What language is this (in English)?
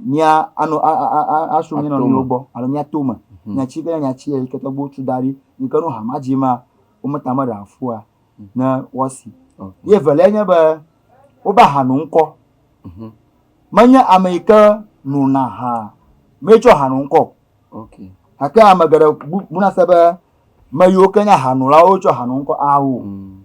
Ewe